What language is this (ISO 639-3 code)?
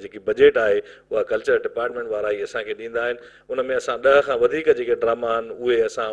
snd